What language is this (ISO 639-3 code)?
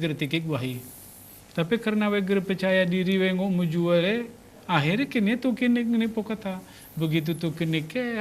gay